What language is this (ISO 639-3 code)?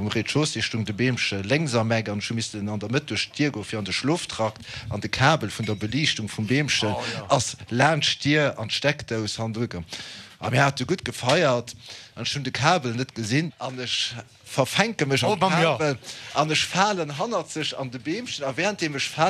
ltz